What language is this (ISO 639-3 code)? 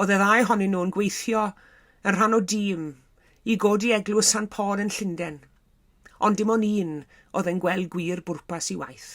cym